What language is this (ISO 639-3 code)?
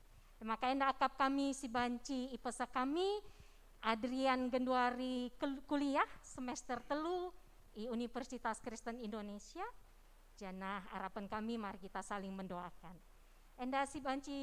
btx